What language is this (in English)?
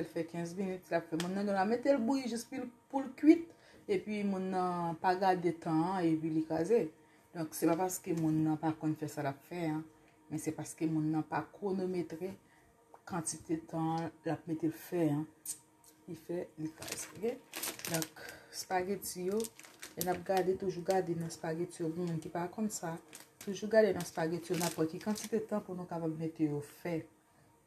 Haitian Creole